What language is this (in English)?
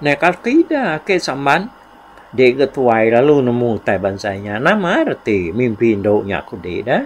Iban